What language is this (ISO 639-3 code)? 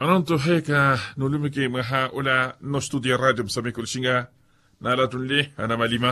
vmw